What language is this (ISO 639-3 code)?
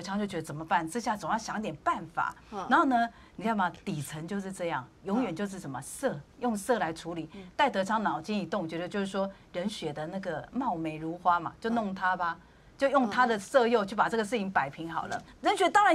zho